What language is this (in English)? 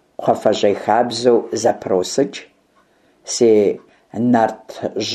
Kabardian